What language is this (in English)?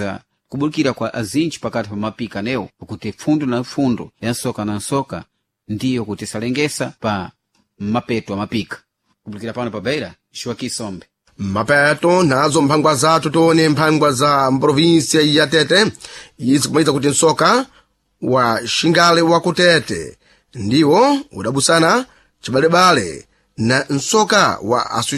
Sena